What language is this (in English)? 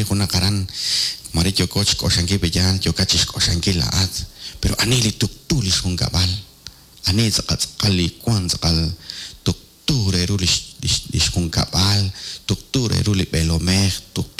Kekchí